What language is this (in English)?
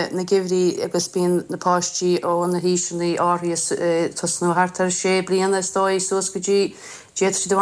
Irish